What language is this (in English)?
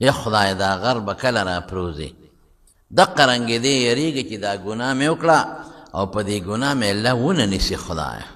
Pashto